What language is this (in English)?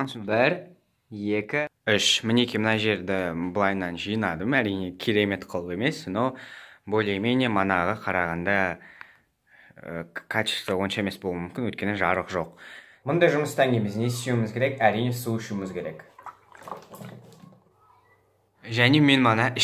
Kazakh